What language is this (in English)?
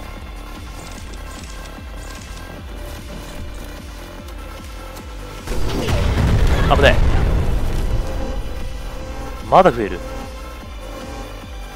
Japanese